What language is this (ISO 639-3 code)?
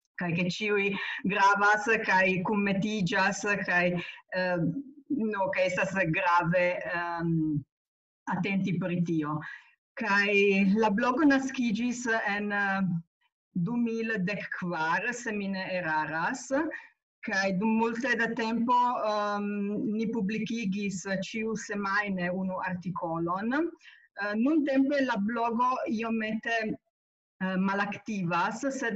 epo